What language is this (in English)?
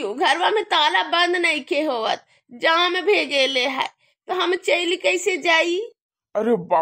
Bhojpuri